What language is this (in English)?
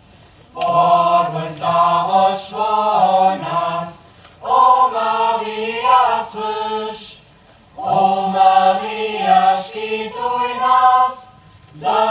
Upper Sorbian